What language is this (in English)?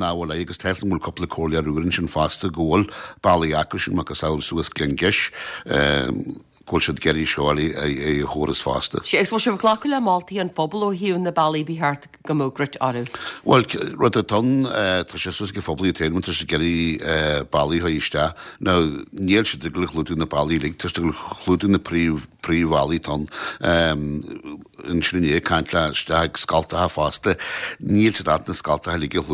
Irish